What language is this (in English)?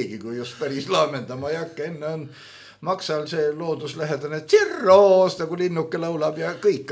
Estonian